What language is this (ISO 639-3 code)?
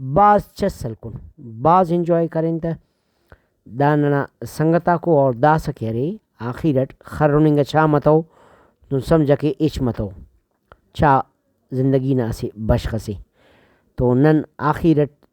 brh